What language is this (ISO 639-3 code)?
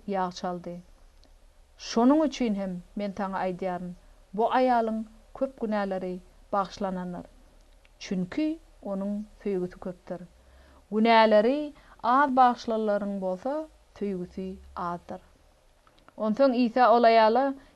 tuk